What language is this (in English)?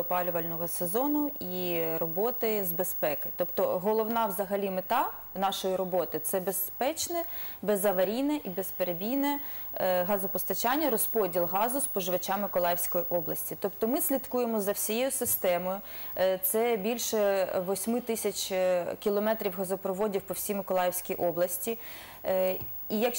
Ukrainian